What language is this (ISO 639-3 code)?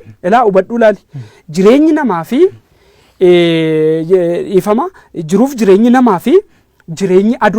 orm